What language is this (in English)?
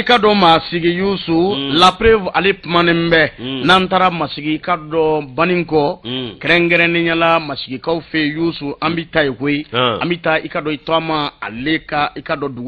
Bambara